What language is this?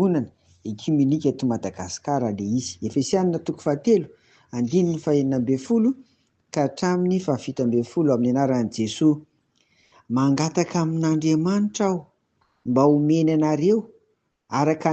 Malagasy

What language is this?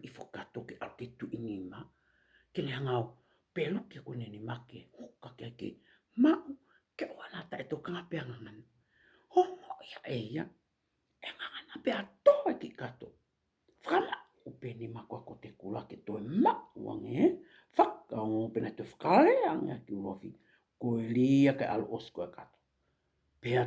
Tongan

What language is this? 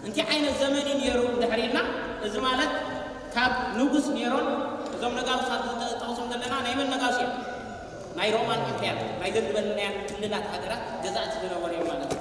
Tigrinya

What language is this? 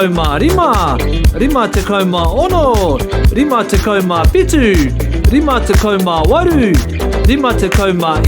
Māori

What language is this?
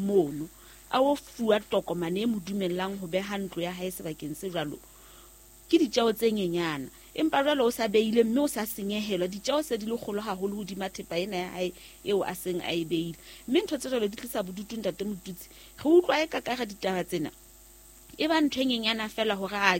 Southern Sotho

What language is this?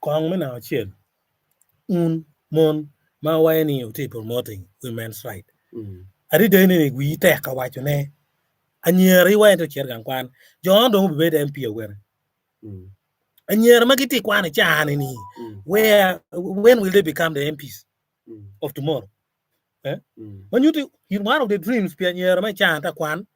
Acoli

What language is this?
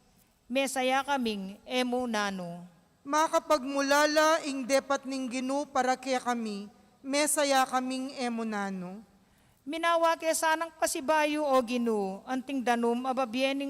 Pampanga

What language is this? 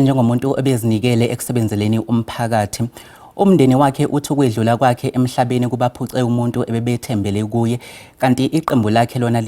Zulu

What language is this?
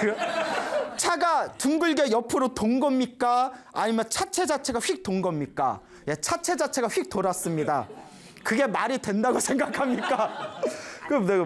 Korean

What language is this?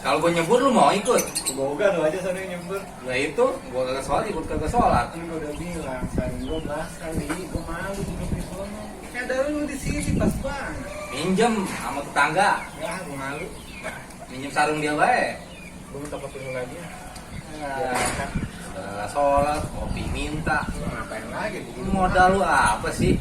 Betawi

